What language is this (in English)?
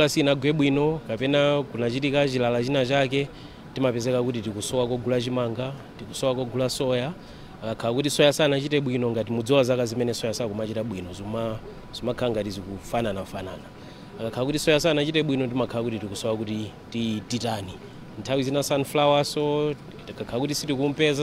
Nyanja